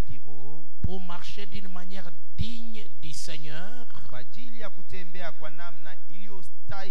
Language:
Swahili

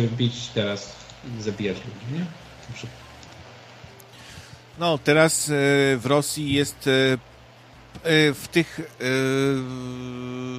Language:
Polish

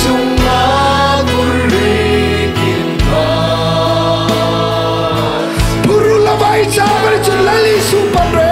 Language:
Hmar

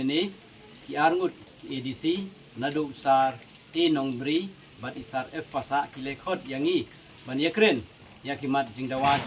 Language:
Khasi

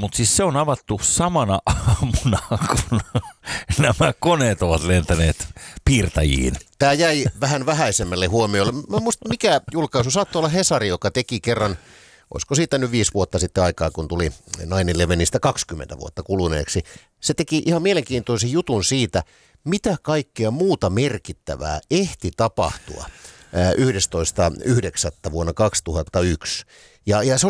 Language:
Finnish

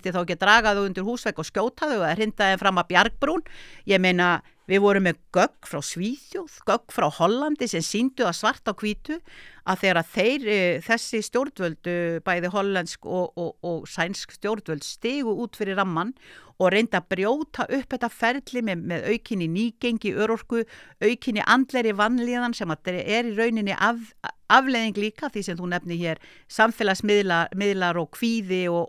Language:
Icelandic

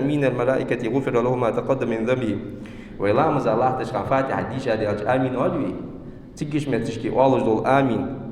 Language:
Ingush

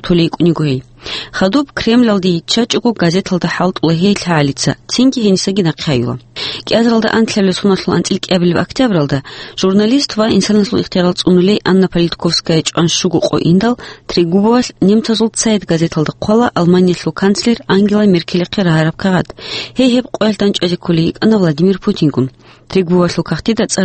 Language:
Avaric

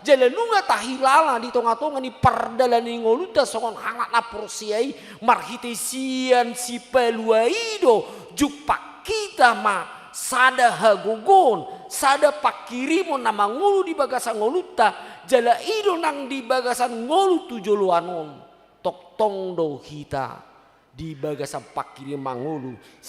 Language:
Batak Toba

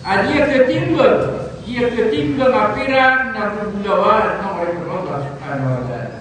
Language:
Maranao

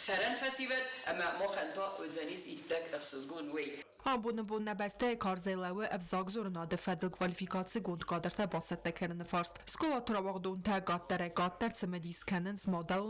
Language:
Ossetic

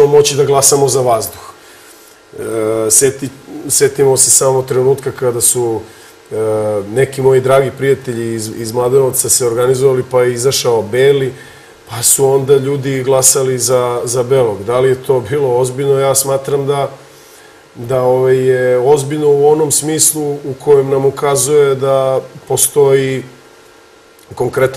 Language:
Serbian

